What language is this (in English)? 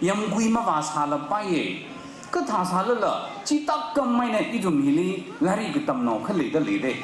Tangkhul Naga (India)